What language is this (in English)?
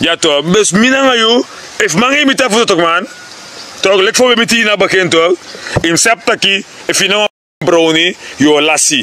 Sranan Tongo